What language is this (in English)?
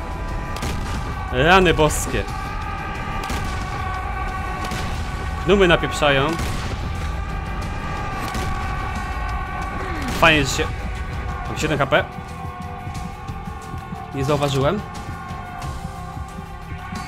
Polish